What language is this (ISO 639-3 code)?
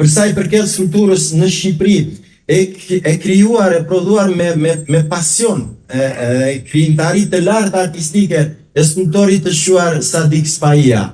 sqi